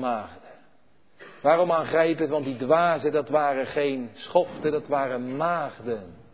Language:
Dutch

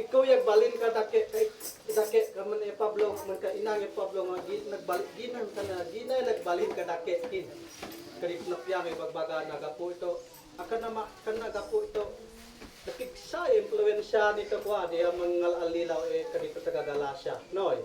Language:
Isnag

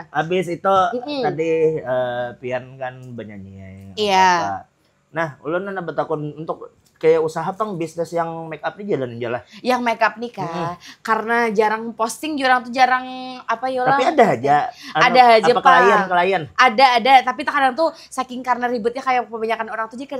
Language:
Banjar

